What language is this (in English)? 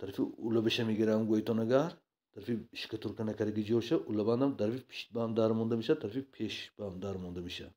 Tajik